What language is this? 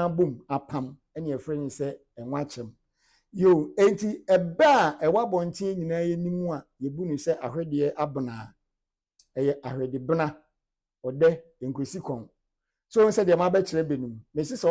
Akan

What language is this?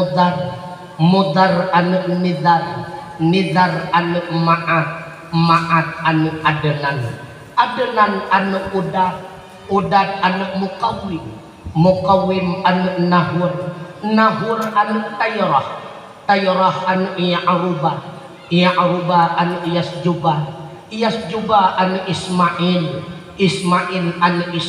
Achinese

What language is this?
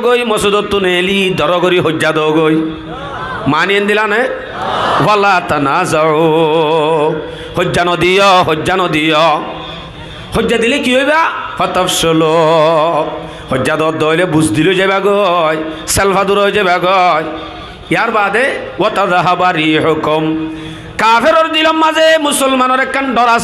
Rohingya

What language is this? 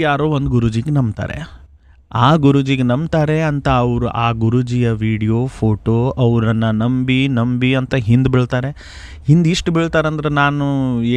Kannada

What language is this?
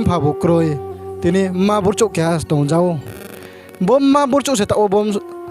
Riang (India)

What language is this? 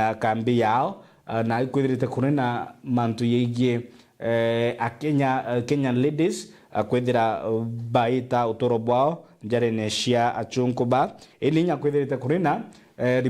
Meru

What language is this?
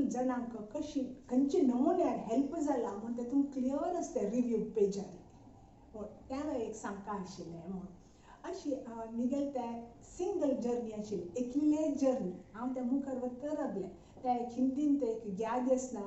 Konkani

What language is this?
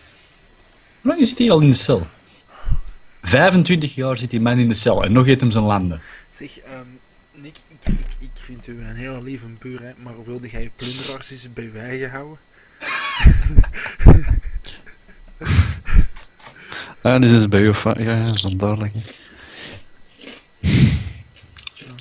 Dutch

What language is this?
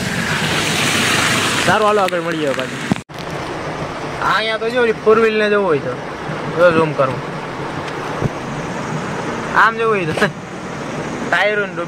Gujarati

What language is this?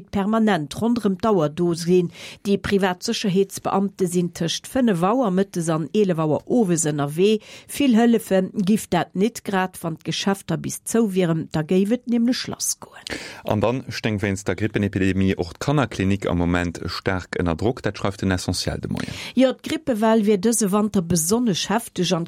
Luxembourgish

